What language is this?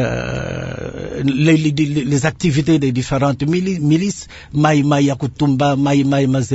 French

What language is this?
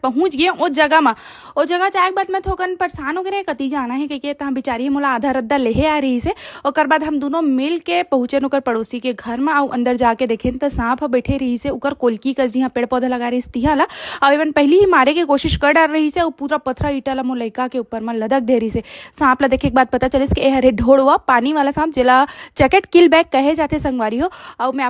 Chhattisgarhi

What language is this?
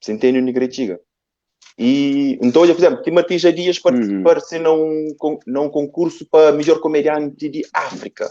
Kabuverdianu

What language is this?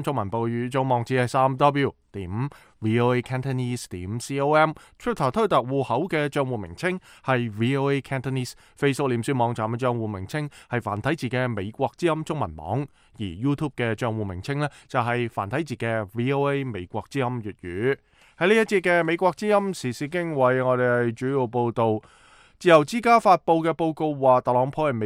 Cantonese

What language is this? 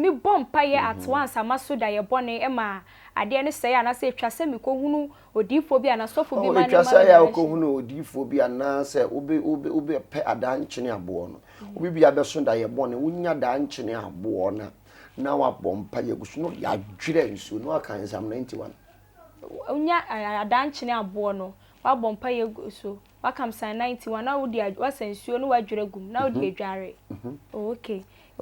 Akan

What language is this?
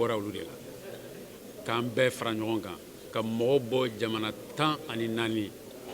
Bambara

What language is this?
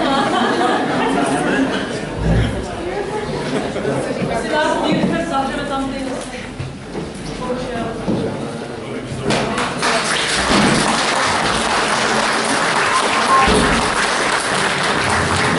Czech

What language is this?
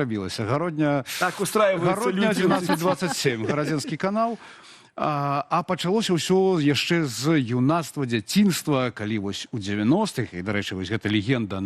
Belarusian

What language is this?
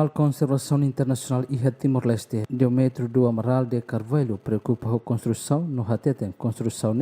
Tetum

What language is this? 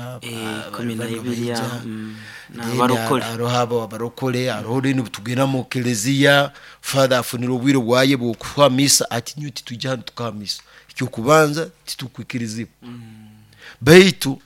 Nyoro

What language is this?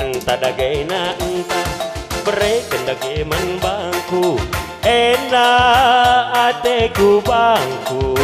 Batak Karo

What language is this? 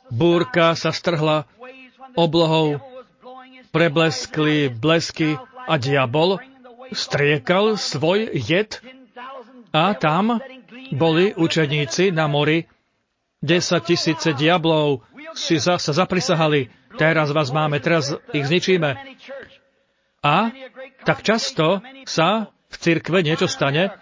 Slovak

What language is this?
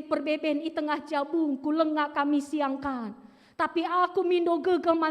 Batak Karo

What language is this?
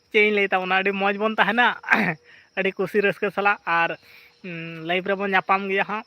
Santali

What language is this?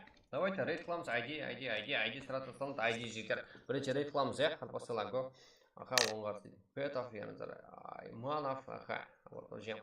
Kara-Kalpak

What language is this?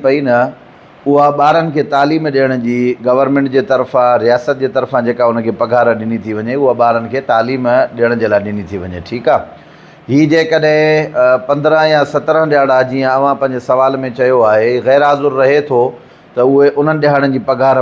Sindhi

